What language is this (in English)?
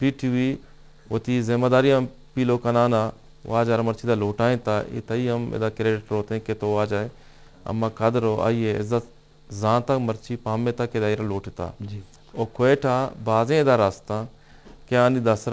Eastern Balochi